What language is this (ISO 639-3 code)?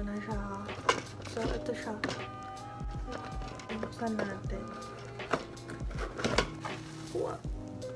fil